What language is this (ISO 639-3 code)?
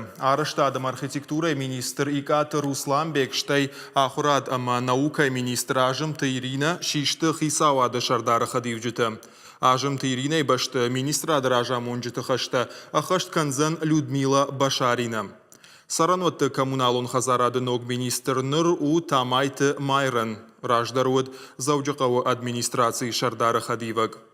oss